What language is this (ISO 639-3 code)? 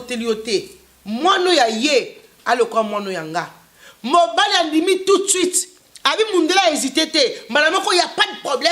lin